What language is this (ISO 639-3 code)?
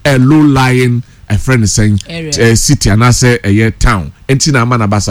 aka